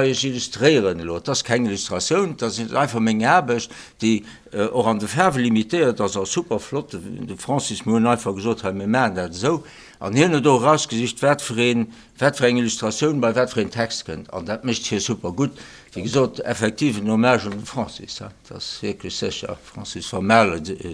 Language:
Luxembourgish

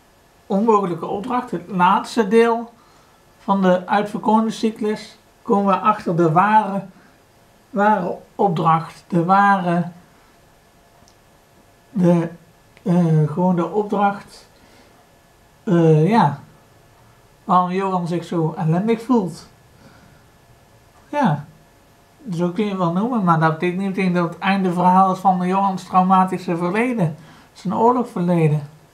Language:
Dutch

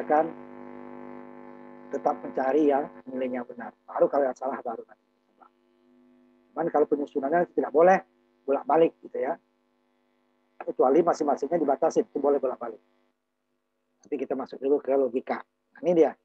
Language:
Indonesian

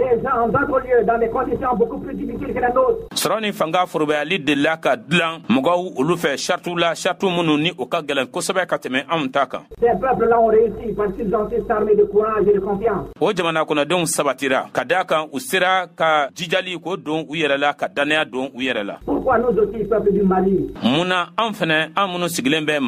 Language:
Bambara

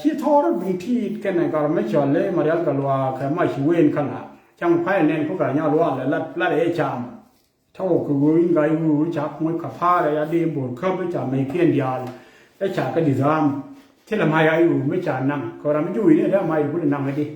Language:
Nuer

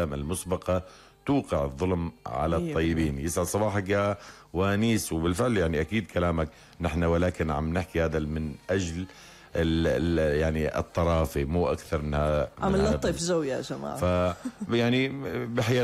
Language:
North Levantine Arabic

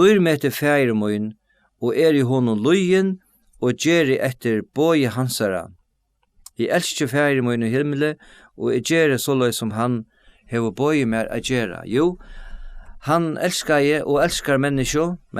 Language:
Faroese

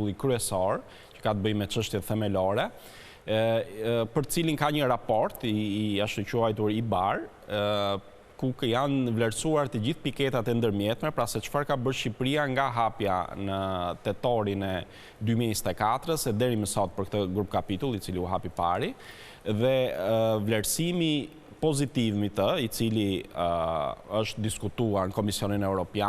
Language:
Albanian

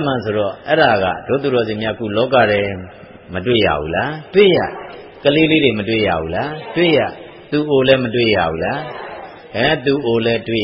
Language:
Burmese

